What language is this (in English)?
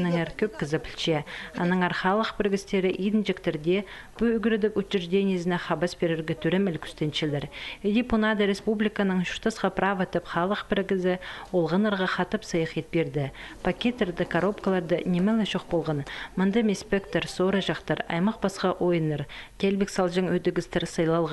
Khakas